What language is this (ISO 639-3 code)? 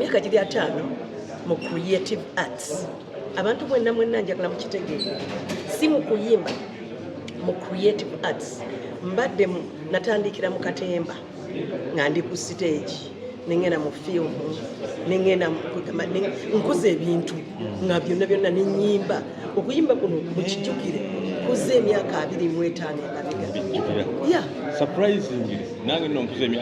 lug